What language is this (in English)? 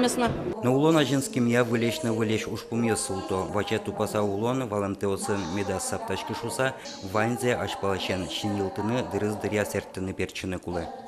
Udmurt